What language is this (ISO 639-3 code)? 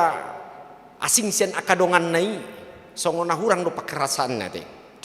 bbc